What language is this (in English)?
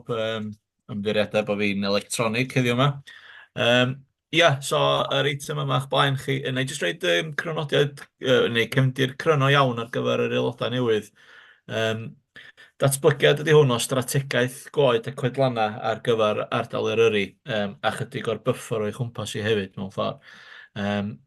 Welsh